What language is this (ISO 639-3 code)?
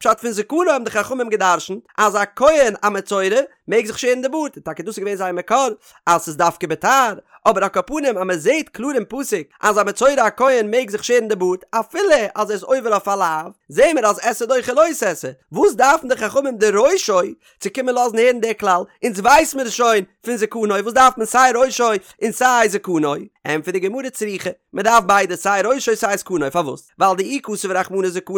yid